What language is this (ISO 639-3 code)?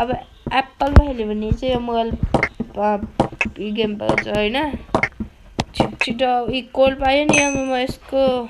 nep